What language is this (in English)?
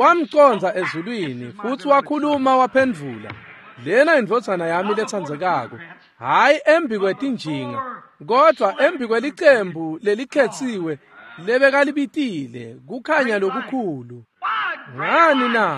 Swati